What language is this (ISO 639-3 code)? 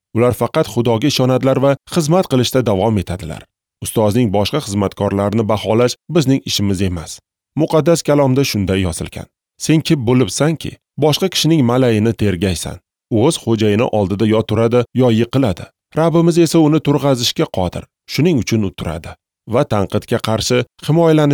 uzb